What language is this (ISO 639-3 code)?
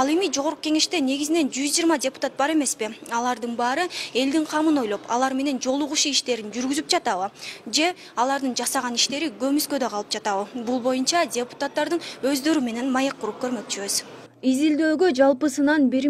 kir